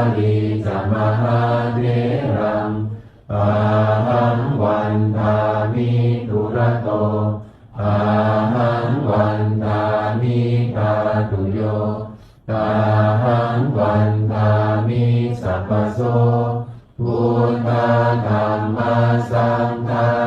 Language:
Pali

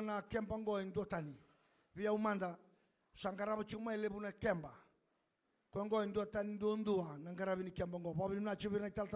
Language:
Fijian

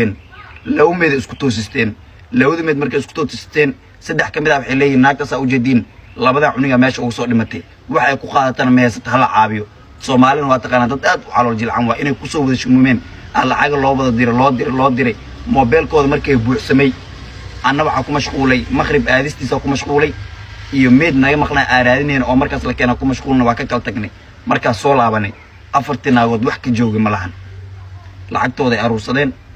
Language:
Somali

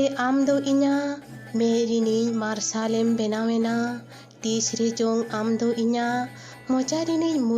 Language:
Santali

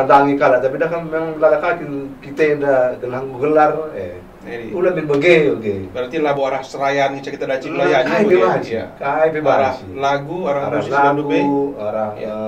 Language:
Batak Karo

